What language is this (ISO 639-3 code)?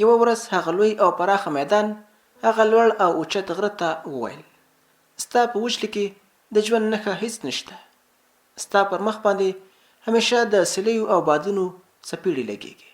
pus